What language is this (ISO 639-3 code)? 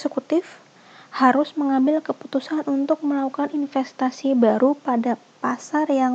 ind